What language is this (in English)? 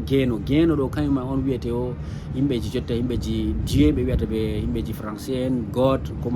Fula